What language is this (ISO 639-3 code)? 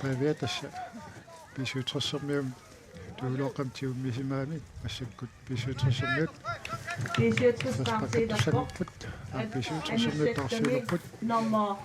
kal